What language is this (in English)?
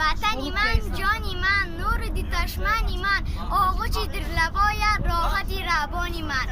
Tajik